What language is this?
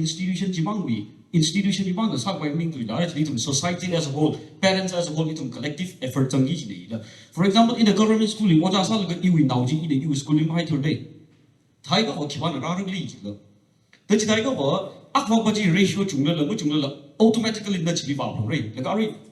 Tangkhul Naga (India)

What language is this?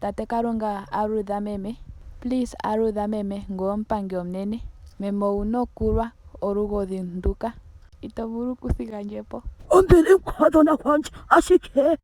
Ndonga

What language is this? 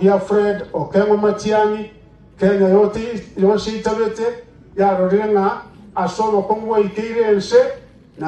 Gusii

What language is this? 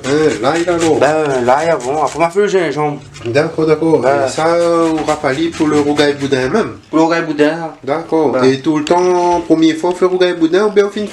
Réunion Creole French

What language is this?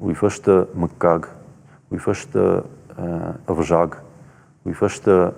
Ossetic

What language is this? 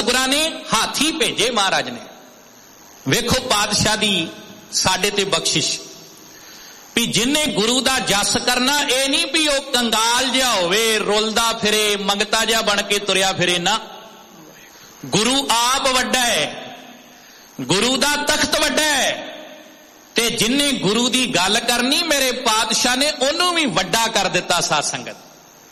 Punjabi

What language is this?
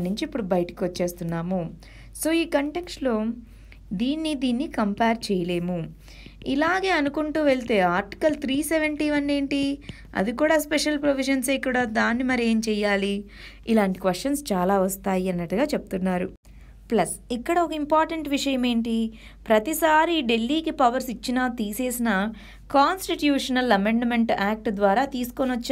Telugu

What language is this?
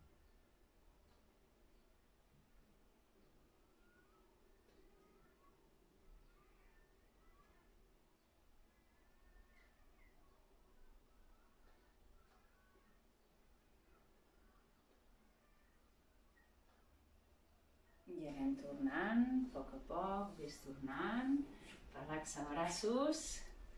Catalan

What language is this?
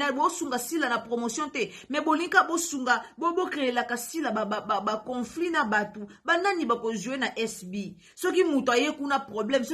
Lingala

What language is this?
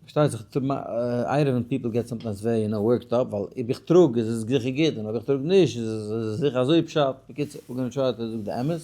Yiddish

